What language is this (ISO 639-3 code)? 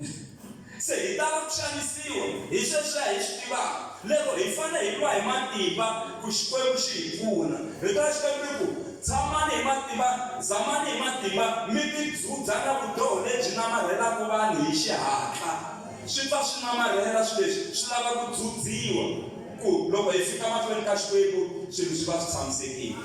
tso